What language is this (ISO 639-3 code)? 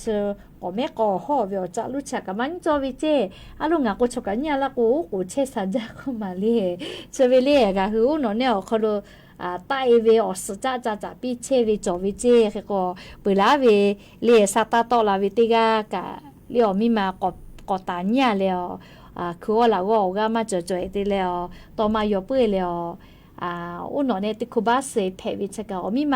lhu